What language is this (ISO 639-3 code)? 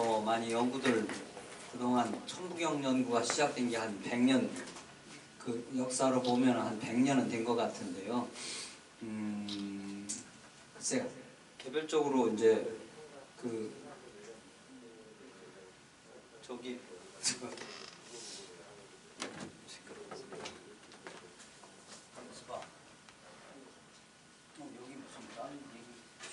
kor